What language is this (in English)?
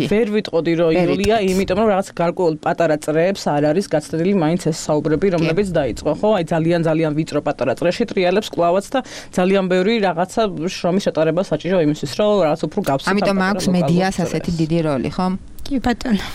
Georgian